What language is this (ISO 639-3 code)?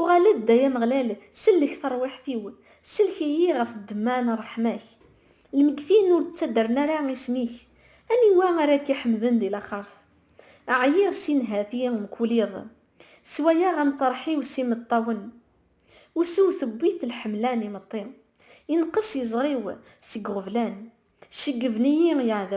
kab